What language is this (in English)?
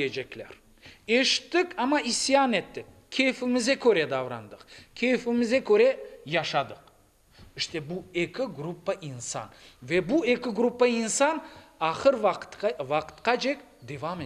Crimean Tatar